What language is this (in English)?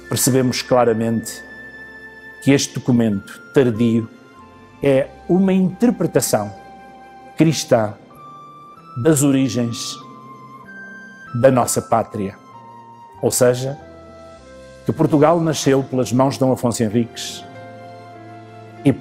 Portuguese